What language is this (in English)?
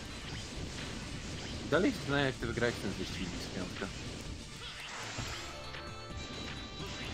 Polish